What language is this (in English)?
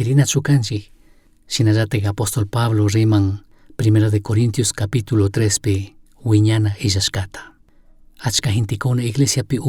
Chimborazo Highland Quichua